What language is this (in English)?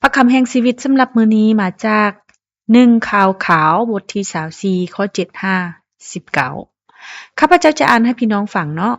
Lao